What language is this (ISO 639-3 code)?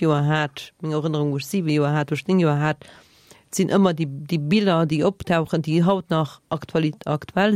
ltz